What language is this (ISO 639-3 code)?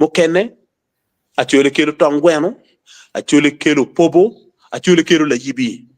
ach